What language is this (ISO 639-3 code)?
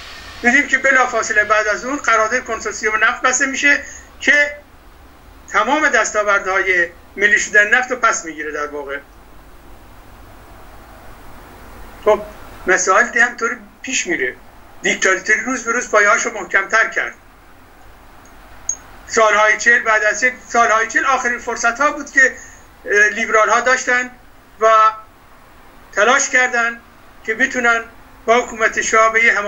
fas